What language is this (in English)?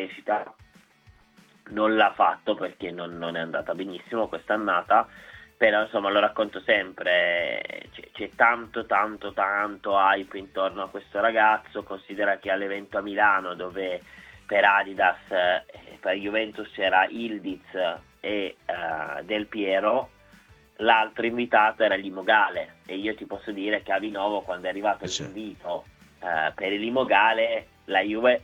Italian